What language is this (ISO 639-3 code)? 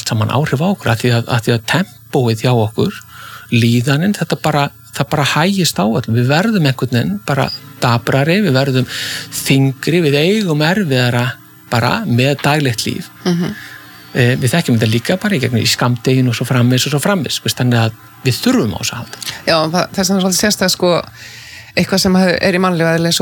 isl